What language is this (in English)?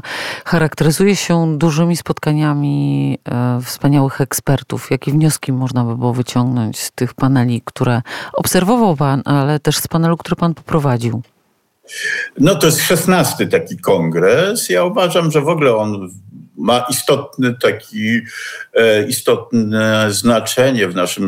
Polish